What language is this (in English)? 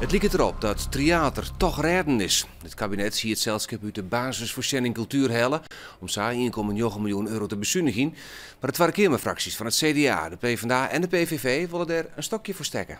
Western Frisian